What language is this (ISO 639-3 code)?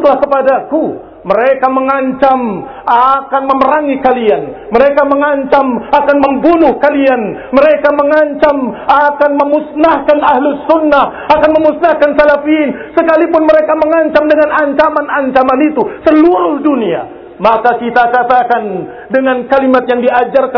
ind